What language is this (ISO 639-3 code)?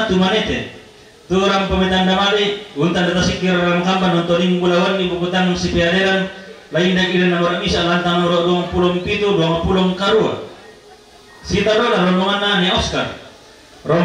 sda